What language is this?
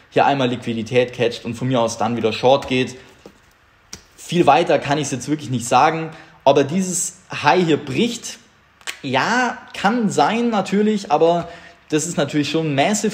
German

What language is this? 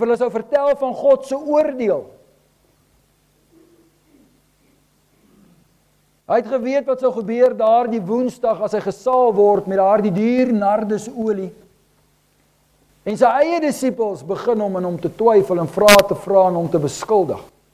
Afrikaans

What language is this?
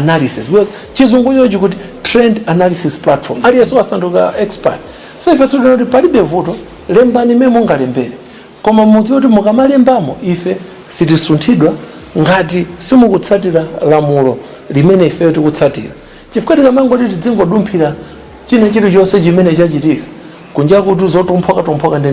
Nyanja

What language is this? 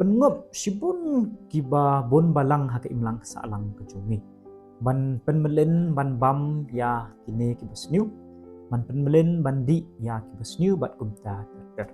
Khasi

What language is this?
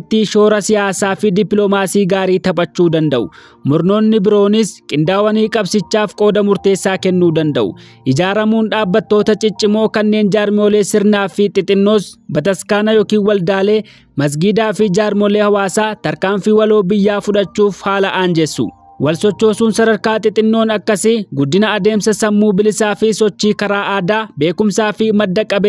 Oromo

